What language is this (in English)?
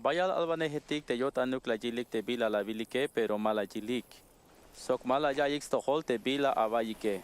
Tzeltal